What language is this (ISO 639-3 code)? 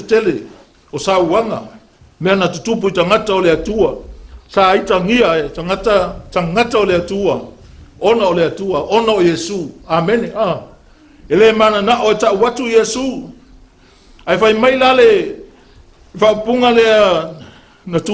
smo